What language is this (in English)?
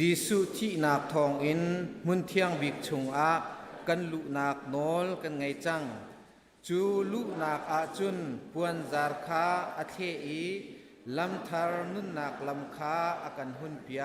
Hakha Chin